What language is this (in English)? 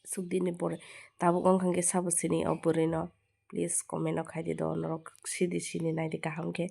Kok Borok